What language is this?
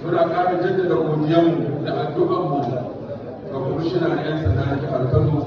Hausa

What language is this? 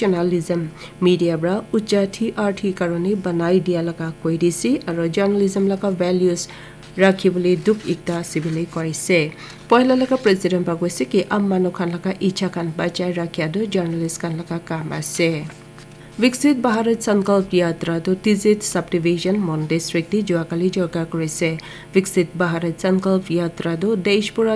Naga Pidgin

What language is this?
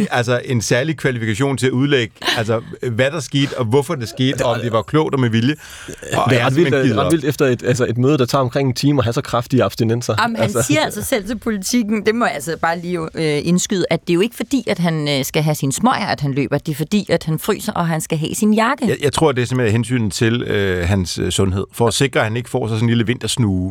Danish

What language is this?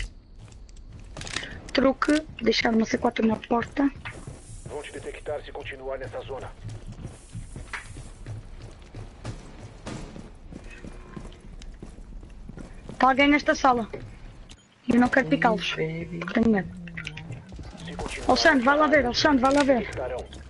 Portuguese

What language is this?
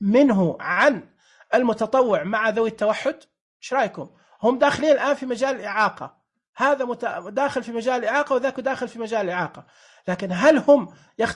Najdi Arabic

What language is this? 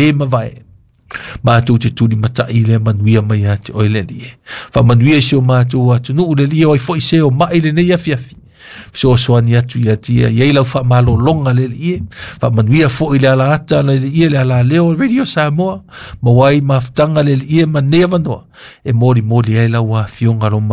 Samoan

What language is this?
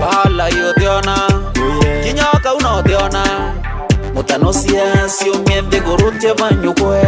Meru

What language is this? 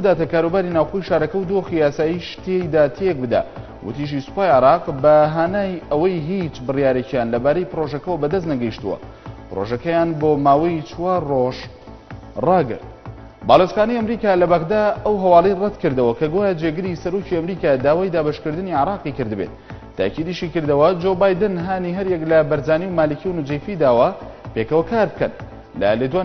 Central Kurdish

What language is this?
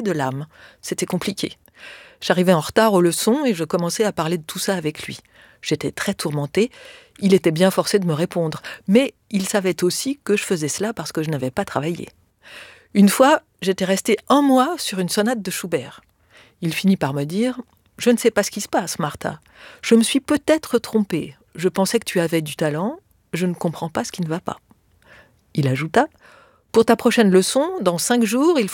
French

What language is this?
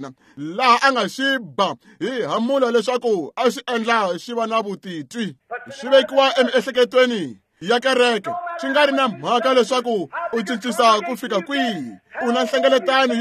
Tsonga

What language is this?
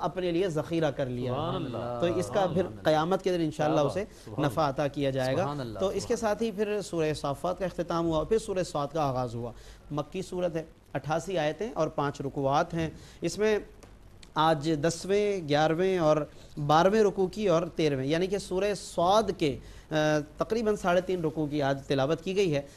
Urdu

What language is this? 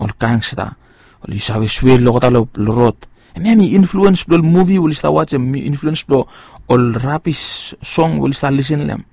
Bislama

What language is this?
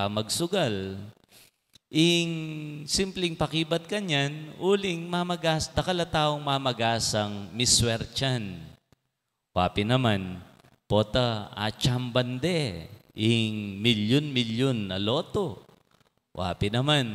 Pampanga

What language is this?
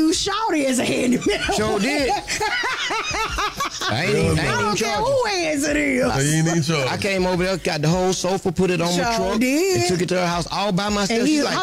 English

